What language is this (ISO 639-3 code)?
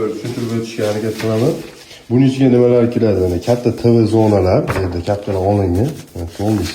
uzb